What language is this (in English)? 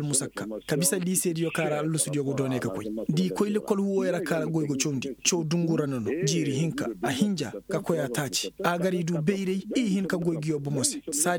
Koyraboro Senni